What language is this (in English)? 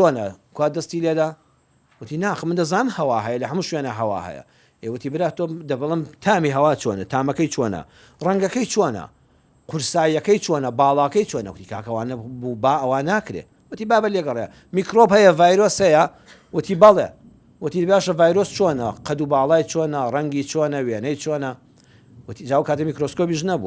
Central Kurdish